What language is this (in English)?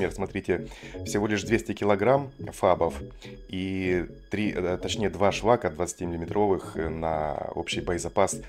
Russian